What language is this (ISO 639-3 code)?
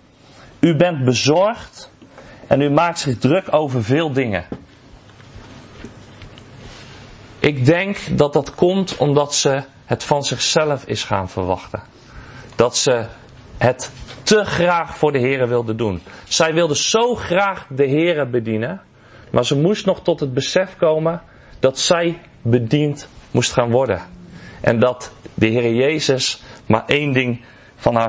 nld